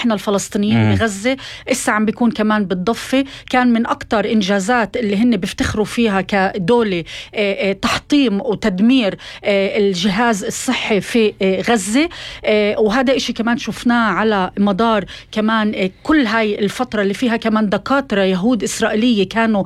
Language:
North Levantine Arabic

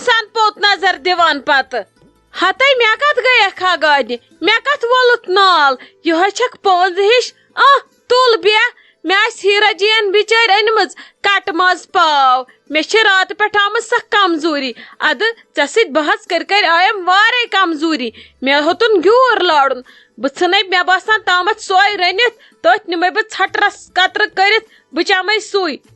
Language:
Kashmiri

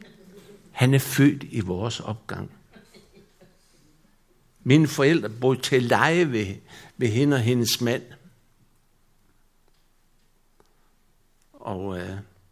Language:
Danish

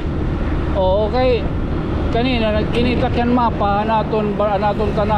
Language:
Waray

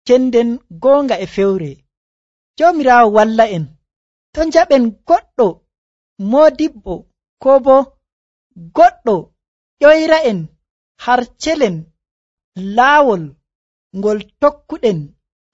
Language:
Nigerian Fulfulde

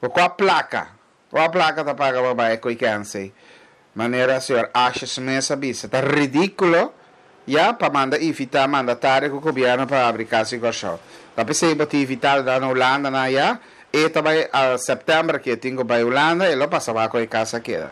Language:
Papiamento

